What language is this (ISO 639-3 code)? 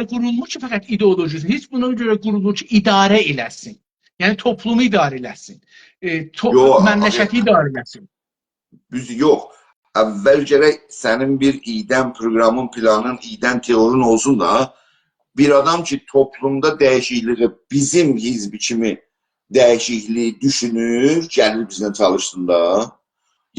azb